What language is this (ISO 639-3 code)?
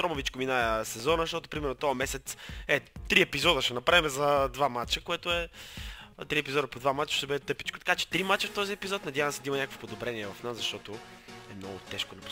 bul